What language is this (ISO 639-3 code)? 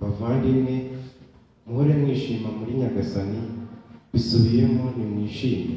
kin